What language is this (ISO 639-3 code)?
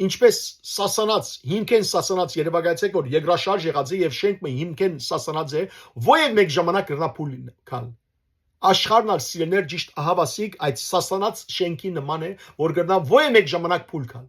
hyw